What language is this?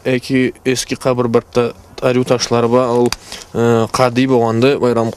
Karachay-Balkar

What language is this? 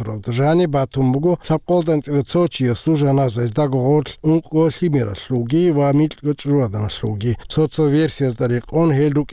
Avaric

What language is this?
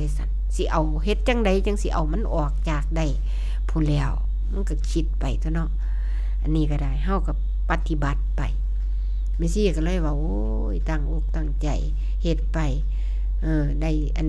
Northeastern Thai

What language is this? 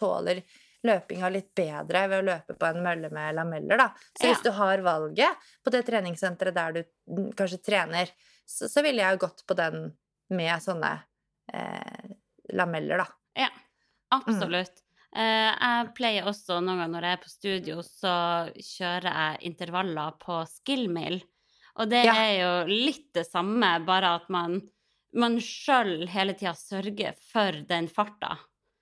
Norwegian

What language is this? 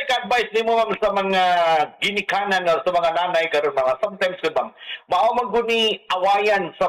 Cebuano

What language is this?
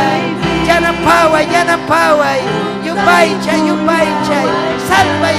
Ayacucho Quechua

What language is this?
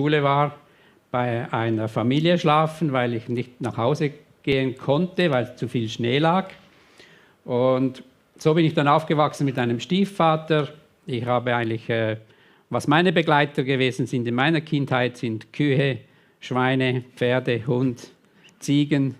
Swiss German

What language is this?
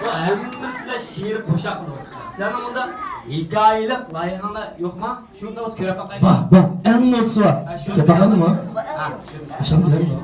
Uyghur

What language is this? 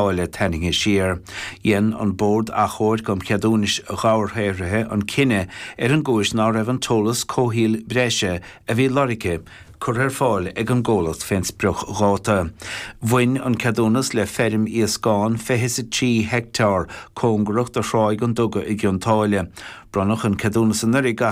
Irish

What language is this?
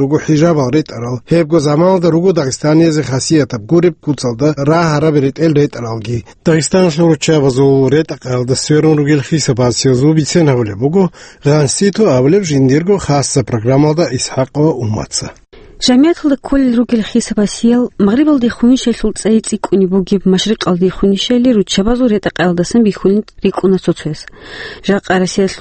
Avaric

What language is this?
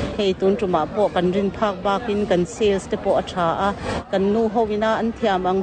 Mizo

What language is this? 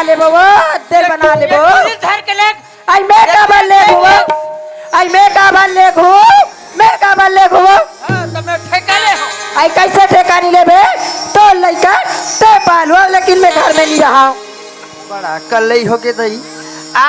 Chhattisgarhi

